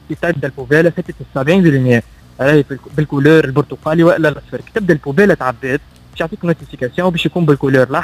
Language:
Tunisian Arabic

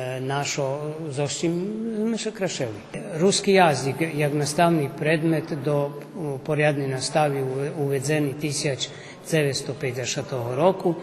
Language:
Rusyn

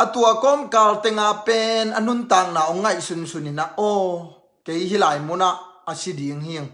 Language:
Tedim Chin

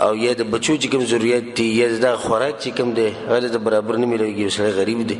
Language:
Pashto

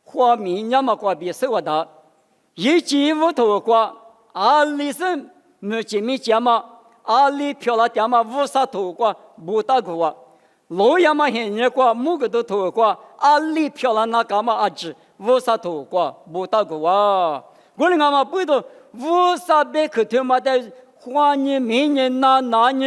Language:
Lisu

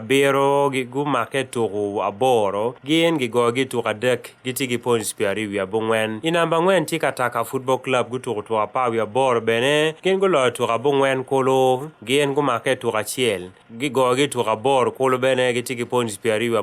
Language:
Acoli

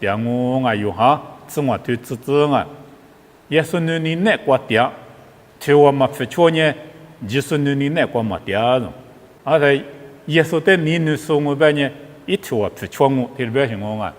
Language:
Lisu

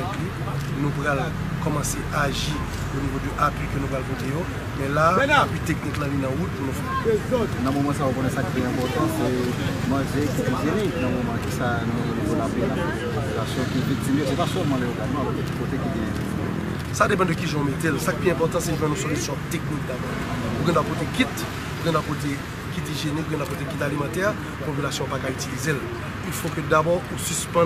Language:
Haitian Creole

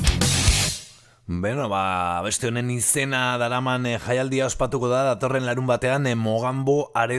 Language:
Basque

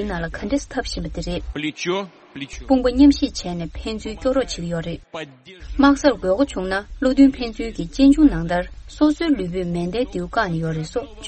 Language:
Tibetan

